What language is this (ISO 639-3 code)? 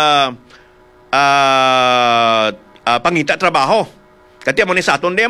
hil